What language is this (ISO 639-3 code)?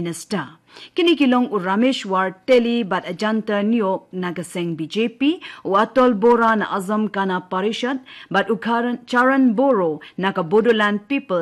kha